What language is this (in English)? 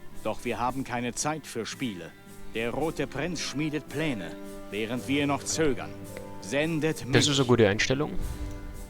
Bavarian